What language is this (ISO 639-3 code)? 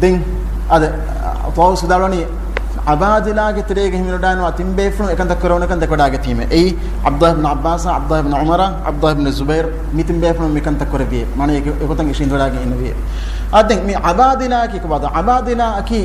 div